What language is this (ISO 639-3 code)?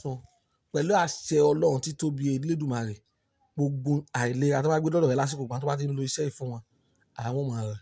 yor